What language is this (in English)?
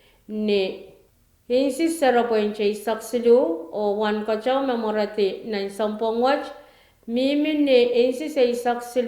Pohnpeian